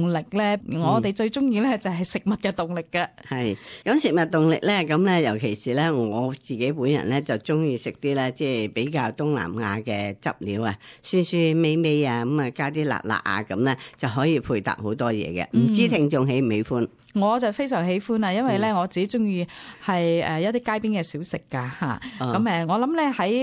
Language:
Cantonese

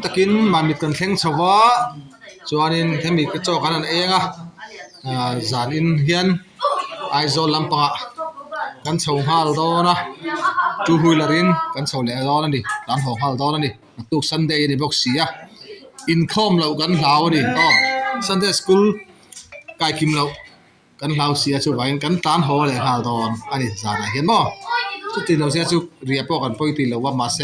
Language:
Mizo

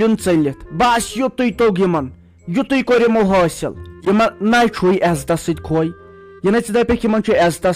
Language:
Kashmiri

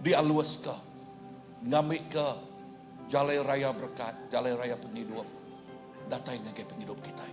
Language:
Iban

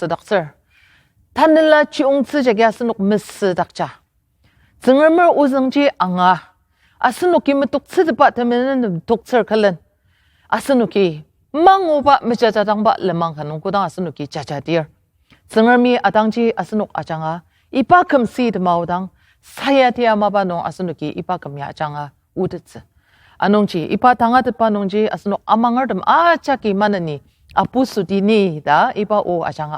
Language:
Ao Naga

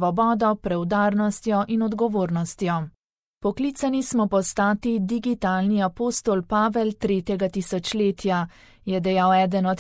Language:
Slovenian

